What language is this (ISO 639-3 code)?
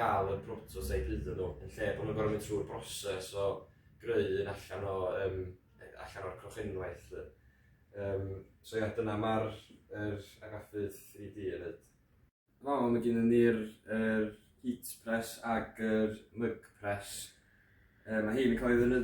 cym